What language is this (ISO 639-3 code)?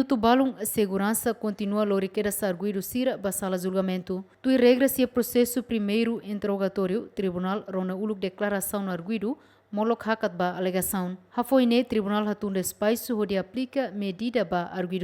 tet